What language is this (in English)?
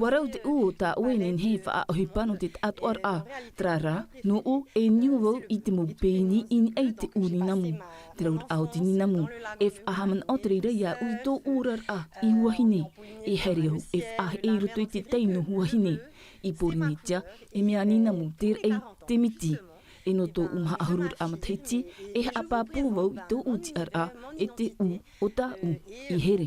Tahitian